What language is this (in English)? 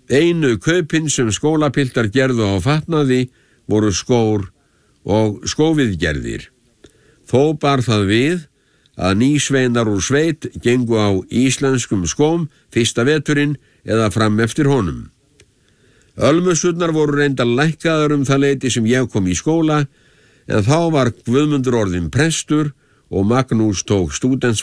Icelandic